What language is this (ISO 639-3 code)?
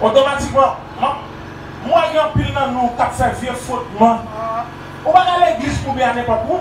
hat